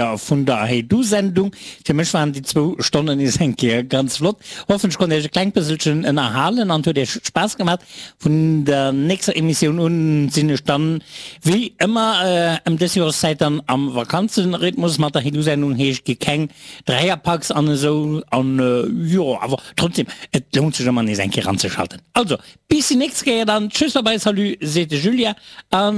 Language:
Luxembourgish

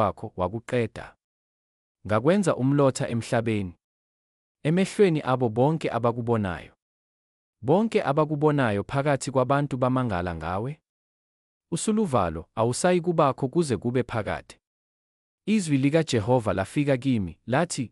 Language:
Zulu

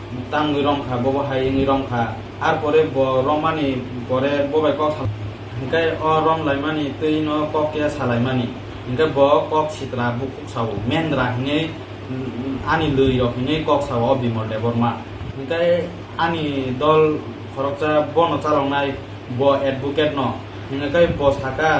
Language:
Kok Borok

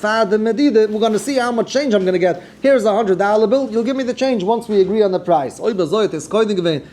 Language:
Yiddish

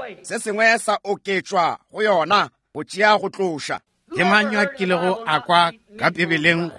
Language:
Northern Sotho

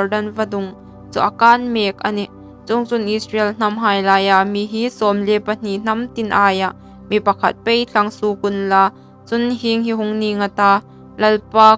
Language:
Hmar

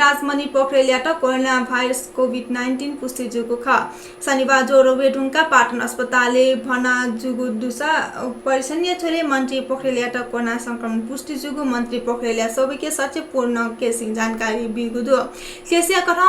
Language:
Newari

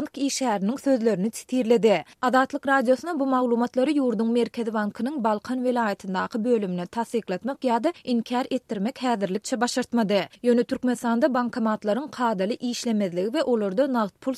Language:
Turkmen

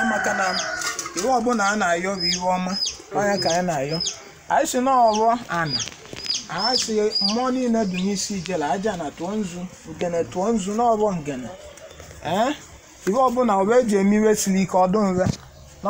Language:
Igbo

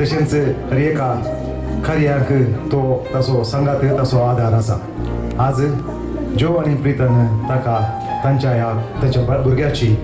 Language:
Konkani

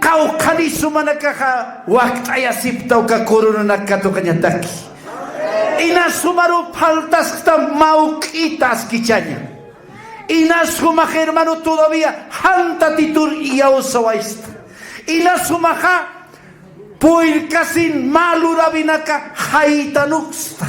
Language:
Aymara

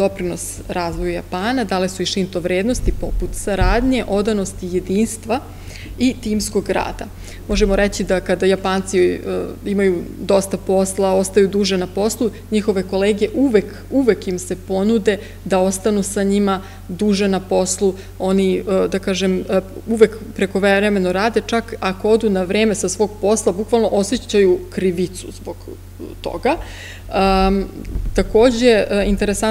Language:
Serbian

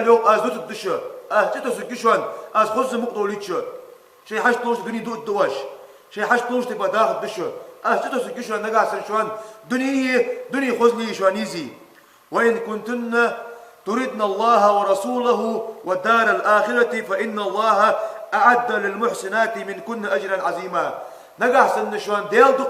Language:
Ingush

